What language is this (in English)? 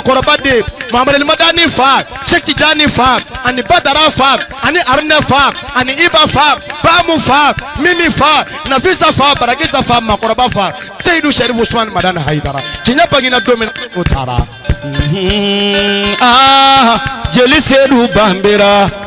Bambara